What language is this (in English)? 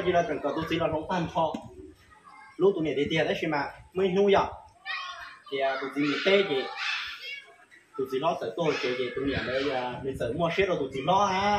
Vietnamese